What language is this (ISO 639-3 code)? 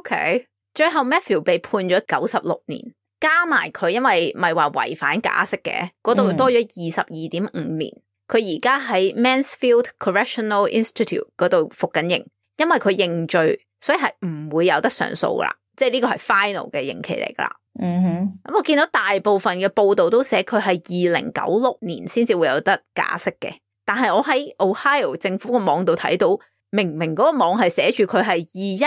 yue